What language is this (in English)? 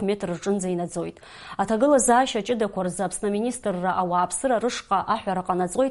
Abkhazian